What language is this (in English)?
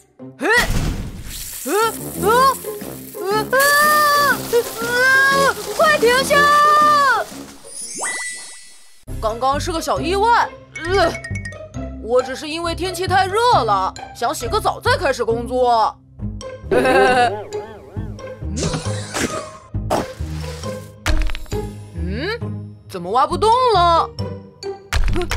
Chinese